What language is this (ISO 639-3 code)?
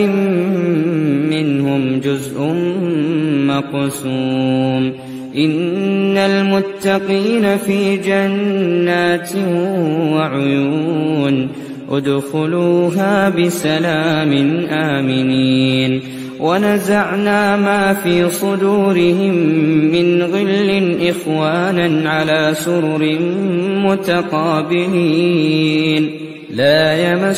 ara